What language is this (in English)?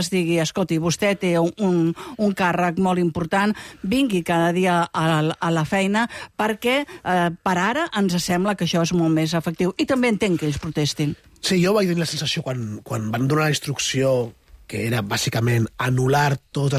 Catalan